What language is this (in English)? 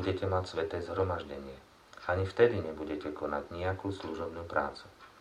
Slovak